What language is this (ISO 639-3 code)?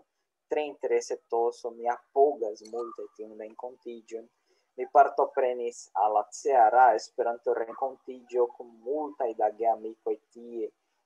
epo